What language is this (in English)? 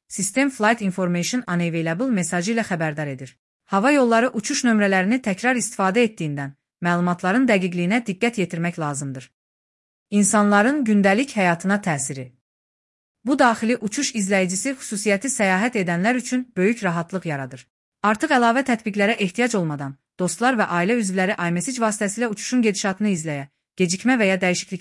Azerbaijani